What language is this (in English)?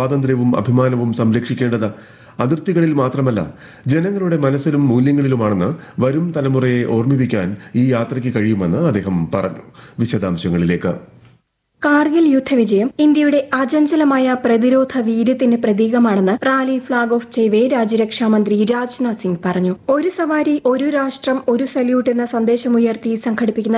Malayalam